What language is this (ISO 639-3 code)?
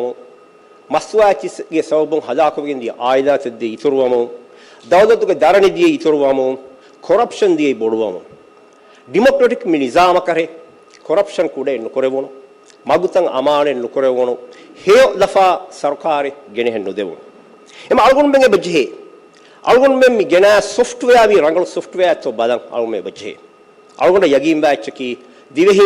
div